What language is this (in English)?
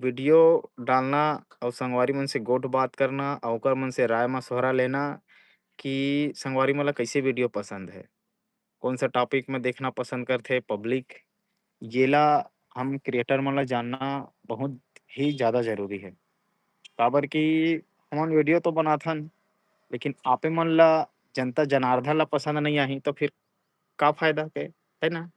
Chhattisgarhi